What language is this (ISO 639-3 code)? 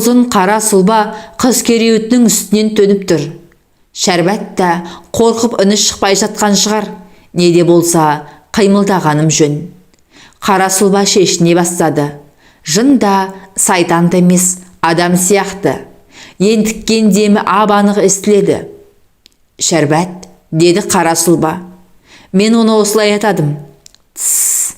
kaz